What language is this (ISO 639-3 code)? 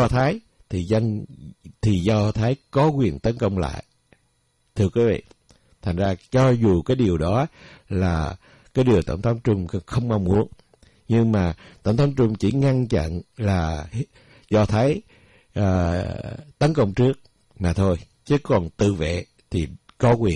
vie